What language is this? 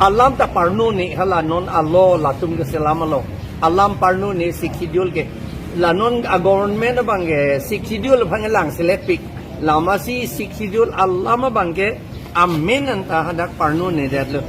Karbi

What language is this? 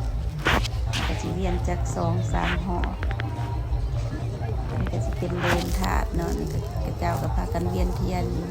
Lao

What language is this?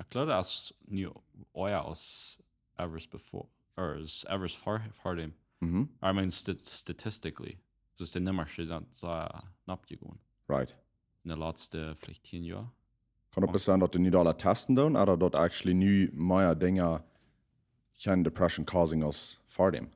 Plautdietsch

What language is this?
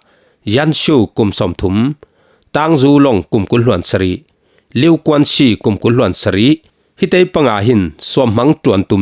Falam Chin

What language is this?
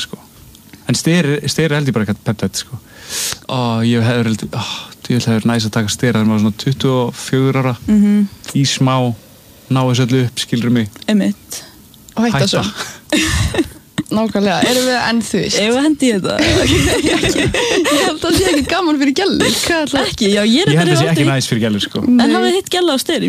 Icelandic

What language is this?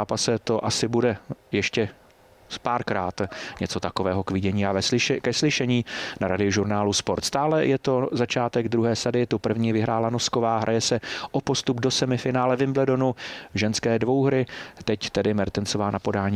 Czech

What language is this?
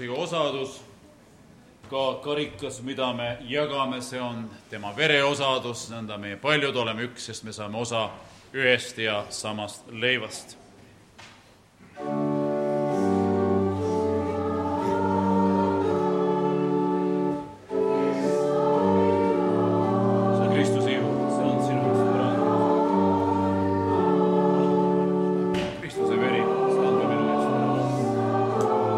Estonian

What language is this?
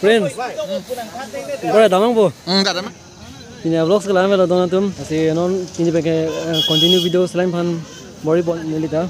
Karbi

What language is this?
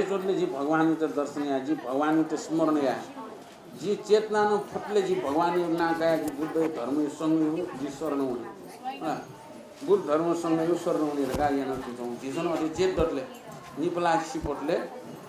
Newari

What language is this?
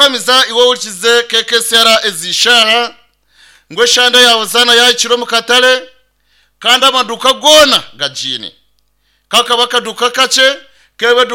Nyankole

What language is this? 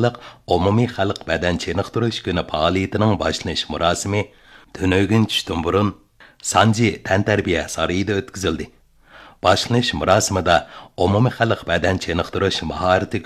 Uyghur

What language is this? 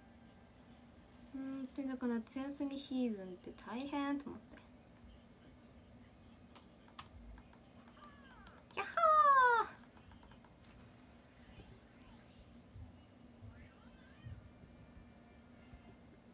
Japanese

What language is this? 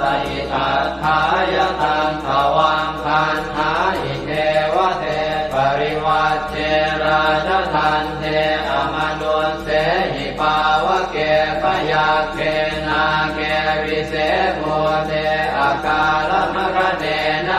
Pali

